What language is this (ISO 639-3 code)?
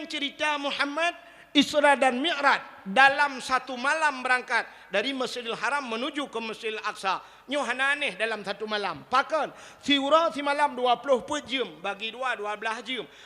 ace